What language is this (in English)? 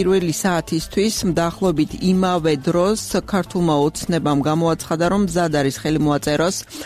Georgian